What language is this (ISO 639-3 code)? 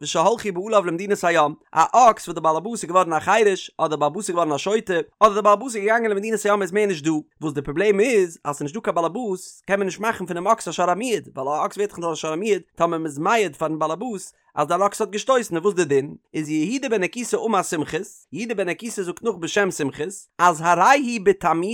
yid